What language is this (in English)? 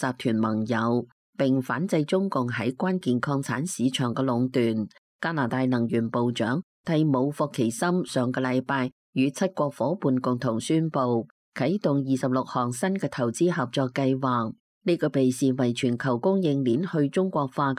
Cantonese